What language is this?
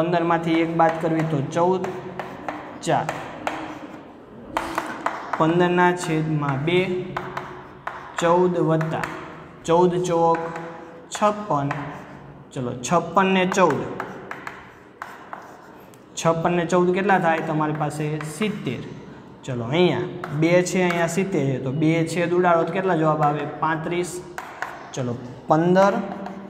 Gujarati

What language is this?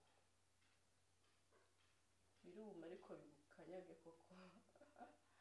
Kinyarwanda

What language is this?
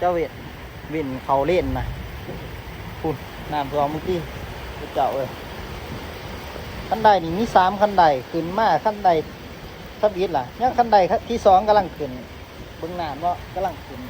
Lao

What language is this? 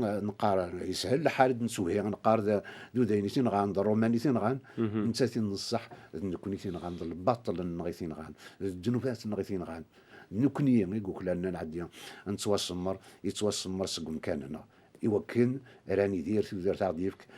Kabyle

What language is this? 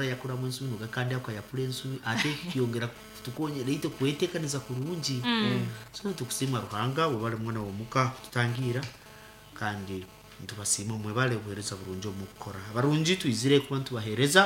Nyankole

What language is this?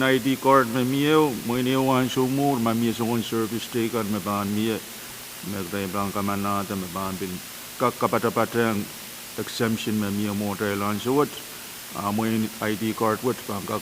Pohnpeian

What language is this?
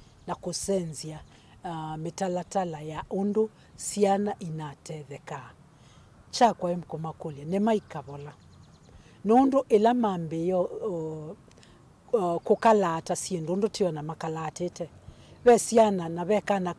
Kamba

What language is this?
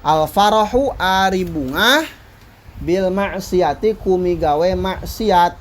Sundanese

